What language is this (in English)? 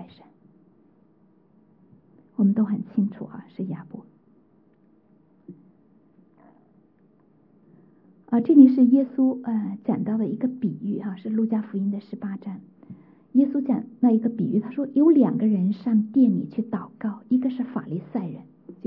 Chinese